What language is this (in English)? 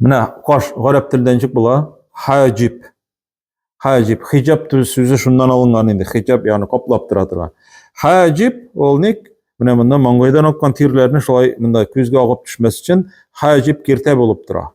Tatar